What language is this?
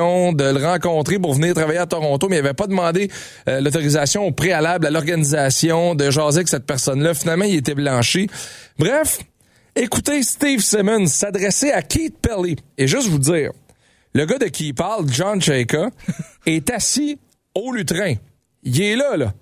French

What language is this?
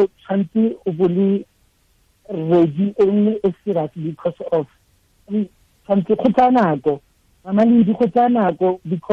Tswana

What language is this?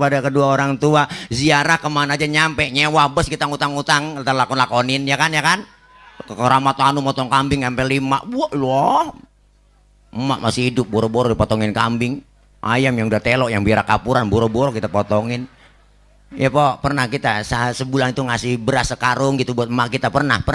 Betawi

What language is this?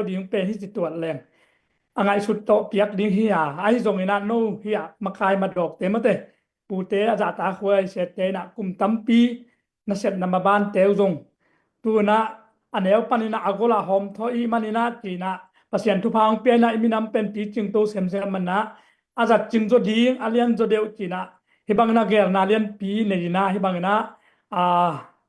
Tedim Chin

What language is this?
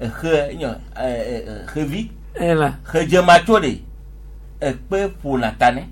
Gen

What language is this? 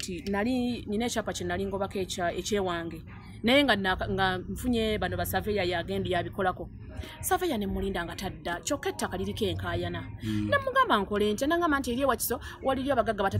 Ganda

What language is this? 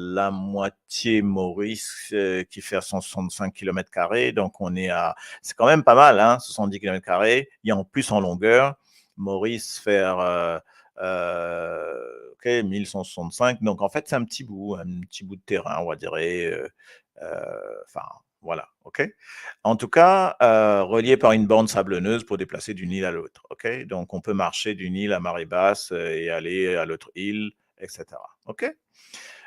Morisyen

